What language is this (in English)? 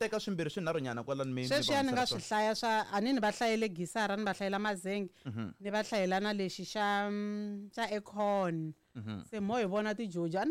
Tsonga